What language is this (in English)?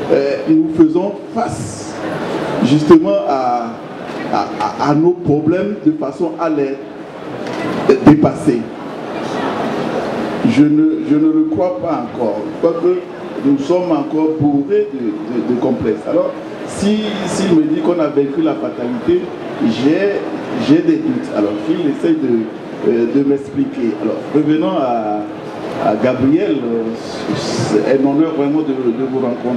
French